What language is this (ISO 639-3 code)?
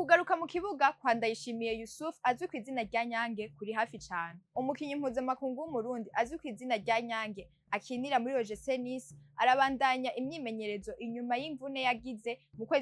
run